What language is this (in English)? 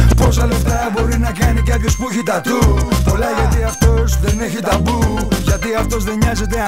Greek